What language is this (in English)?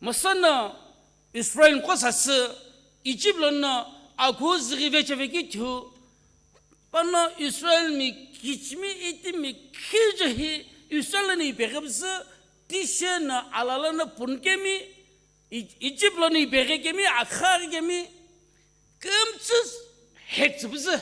Sumi Naga